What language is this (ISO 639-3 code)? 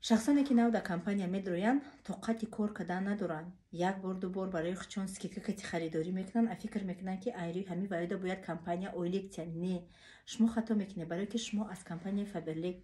tgk